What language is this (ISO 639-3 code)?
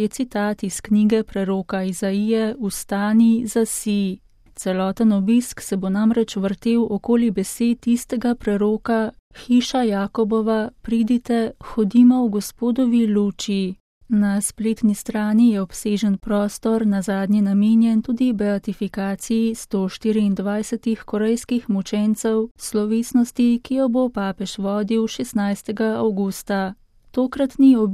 slv